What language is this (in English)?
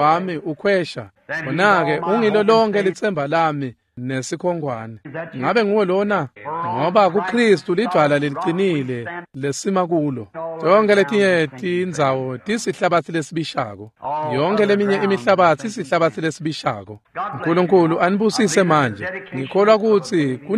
Swati